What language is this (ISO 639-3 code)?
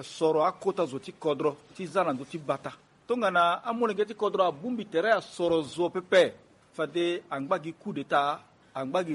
sag